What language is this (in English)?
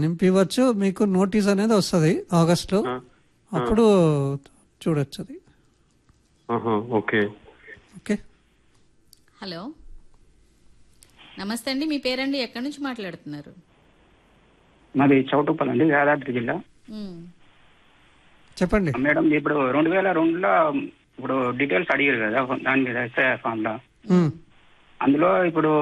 Telugu